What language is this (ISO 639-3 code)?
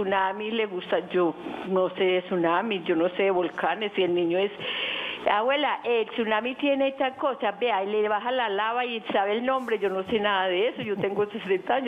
spa